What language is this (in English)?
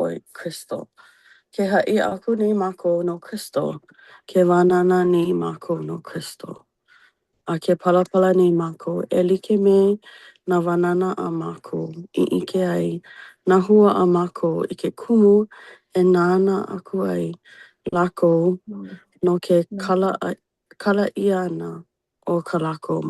Hawaiian